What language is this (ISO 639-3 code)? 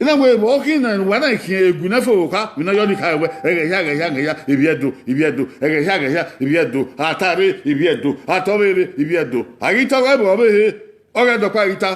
bin